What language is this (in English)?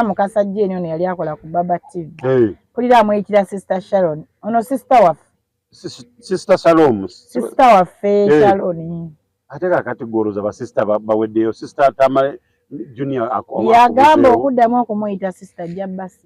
Ganda